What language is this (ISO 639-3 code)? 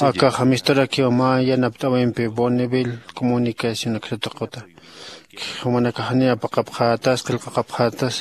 aym